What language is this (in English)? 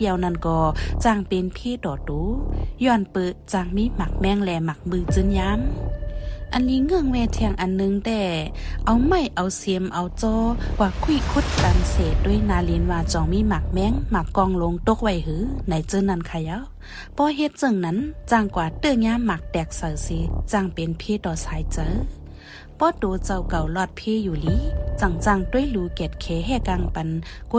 Shan